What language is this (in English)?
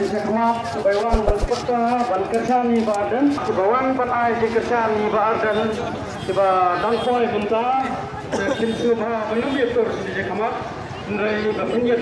Khasi